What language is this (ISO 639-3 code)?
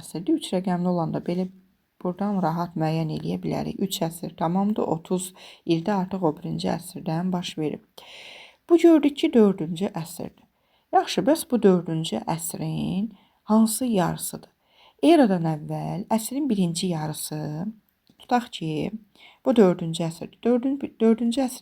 aze